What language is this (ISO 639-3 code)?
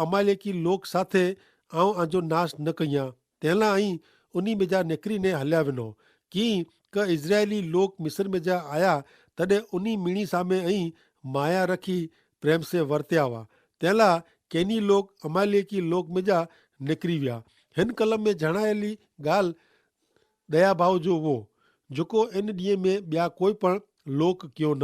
kfr